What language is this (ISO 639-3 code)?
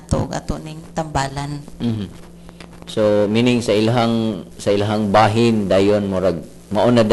ceb